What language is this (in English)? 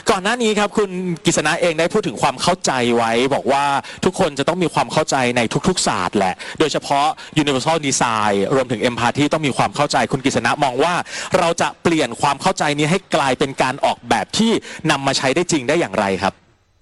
Thai